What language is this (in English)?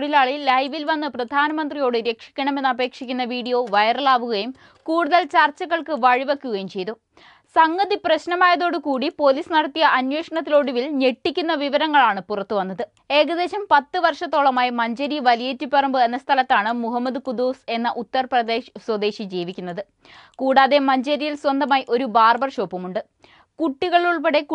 Malayalam